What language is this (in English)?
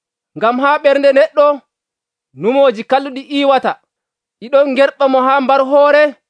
Nigerian Fulfulde